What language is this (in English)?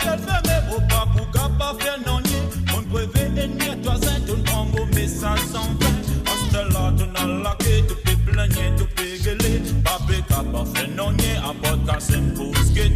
Morisyen